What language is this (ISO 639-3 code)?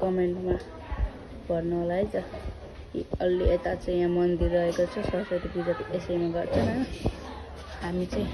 nep